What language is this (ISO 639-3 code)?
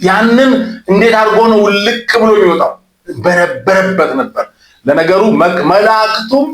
amh